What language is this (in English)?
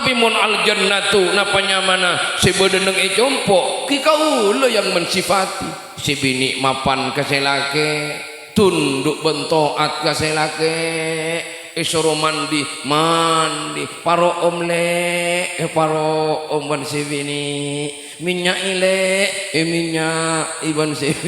Madurese